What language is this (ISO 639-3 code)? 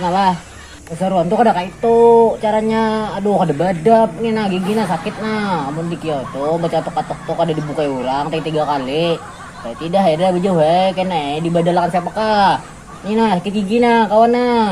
bjn